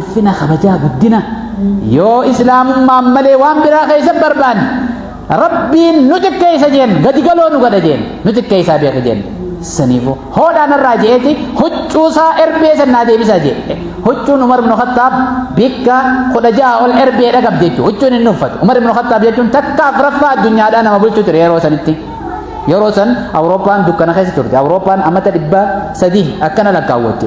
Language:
Oromo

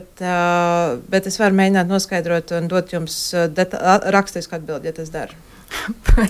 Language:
Latvian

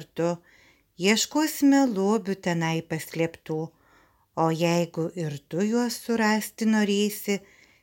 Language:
Lithuanian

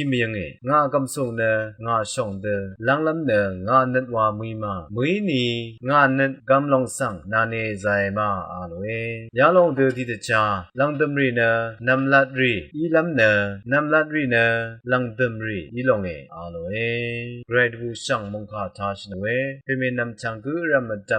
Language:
Rawang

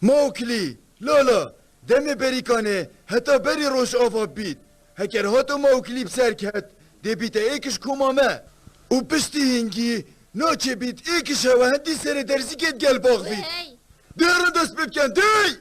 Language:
Kurdish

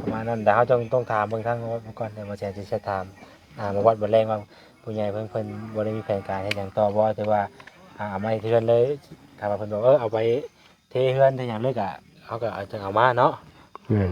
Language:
Northeastern Thai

